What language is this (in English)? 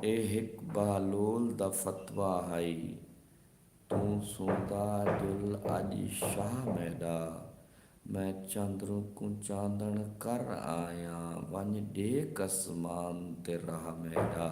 Saraiki